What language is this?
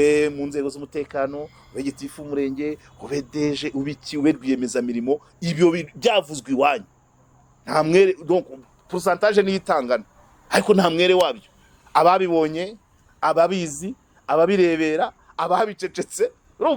Kinyarwanda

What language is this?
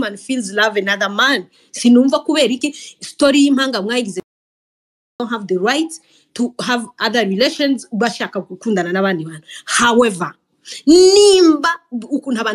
Kinyarwanda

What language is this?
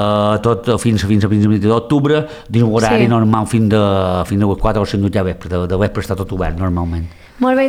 Catalan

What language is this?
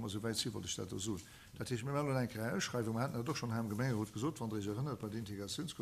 Luxembourgish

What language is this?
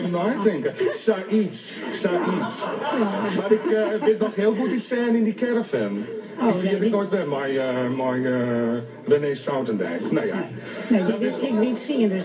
Western Frisian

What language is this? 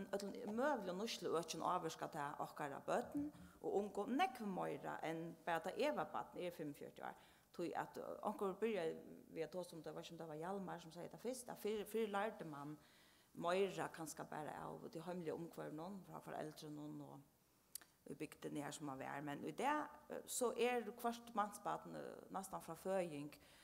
Faroese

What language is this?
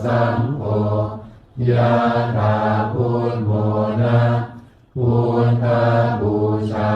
Pali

